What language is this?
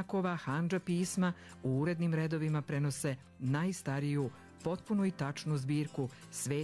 Serbian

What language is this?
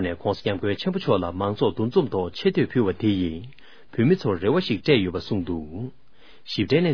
Tibetan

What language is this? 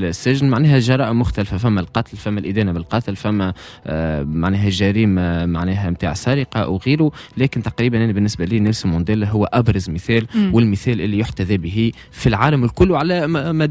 Tunisian Arabic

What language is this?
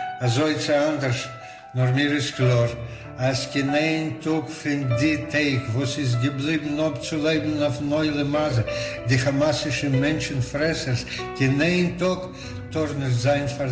Yiddish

